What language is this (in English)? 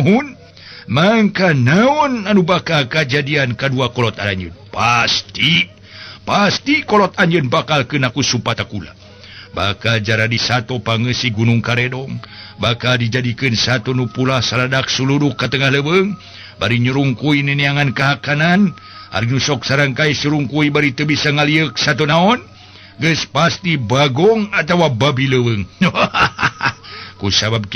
Sundanese